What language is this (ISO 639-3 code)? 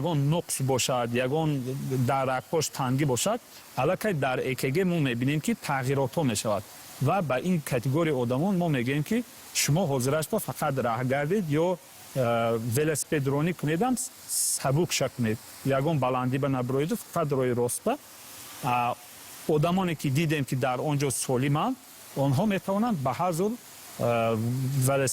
tgk